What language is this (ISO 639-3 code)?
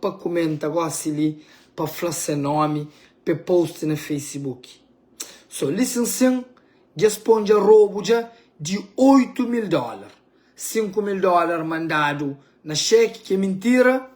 kea